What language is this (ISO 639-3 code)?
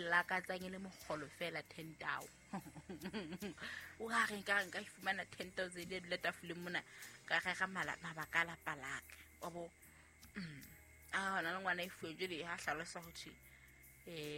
sot